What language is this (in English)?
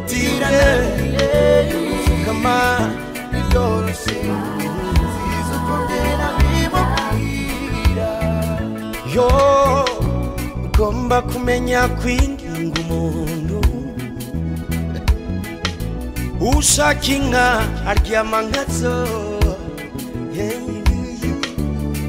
Kinyarwanda